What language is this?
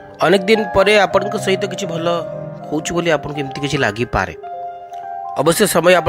Odia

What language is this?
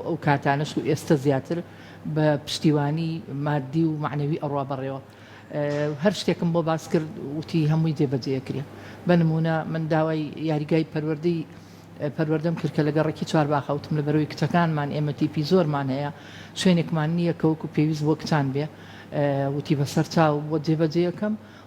Central Kurdish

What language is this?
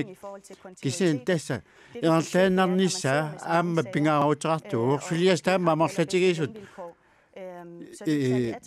Kalaallisut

